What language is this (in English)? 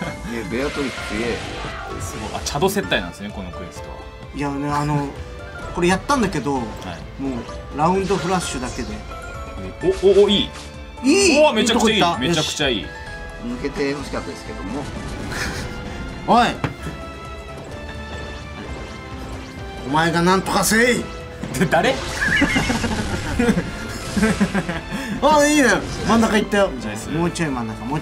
Japanese